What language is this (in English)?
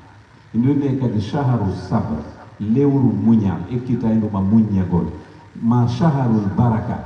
Pular